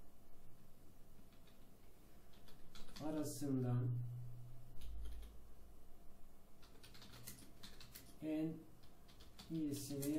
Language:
Turkish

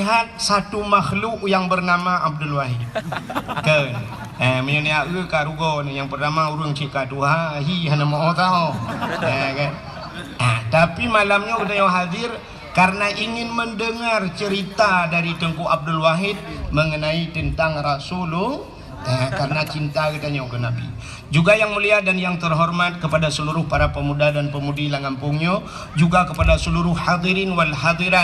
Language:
Achinese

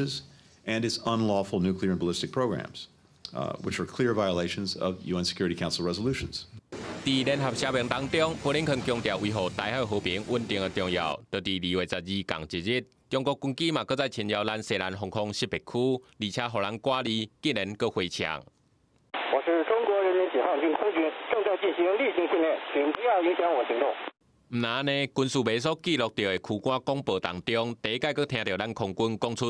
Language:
Min Nan Chinese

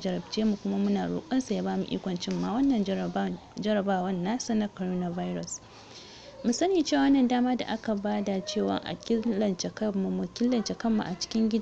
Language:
Hausa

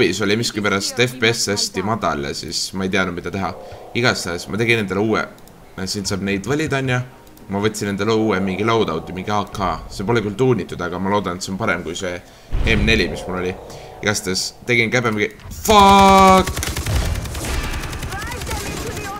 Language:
Estonian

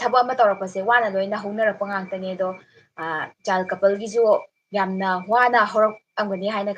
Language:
Manipuri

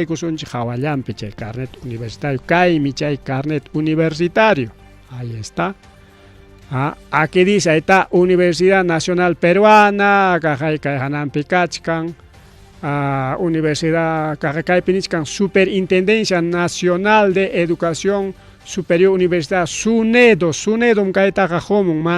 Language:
Ayacucho Quechua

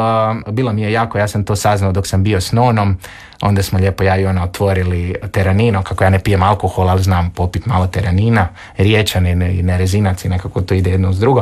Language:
Croatian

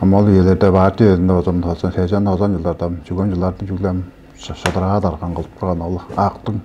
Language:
Tuvinian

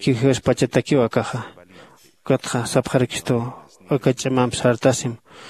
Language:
Aymara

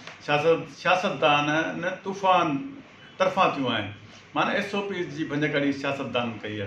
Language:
Sindhi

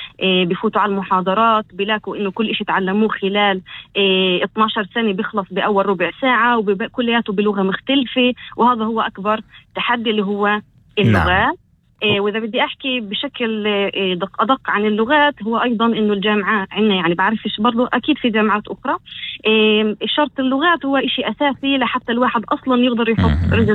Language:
North Levantine Arabic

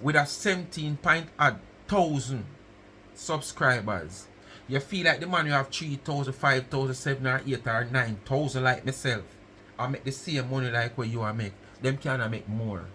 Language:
Jamaican Creole English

